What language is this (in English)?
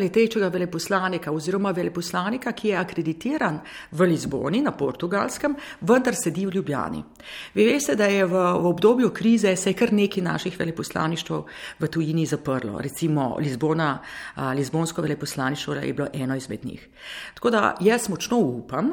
Slovenian